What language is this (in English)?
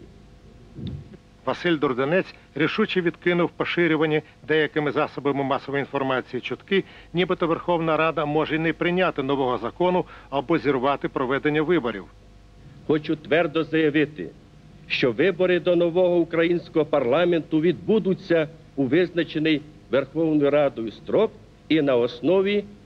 Ukrainian